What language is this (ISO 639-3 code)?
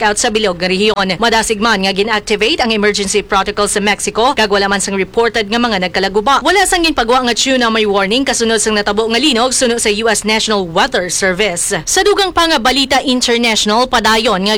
hil